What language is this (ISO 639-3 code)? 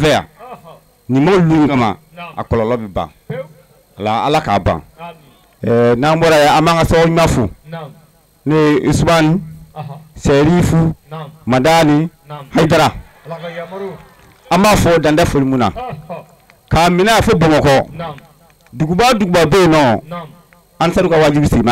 bam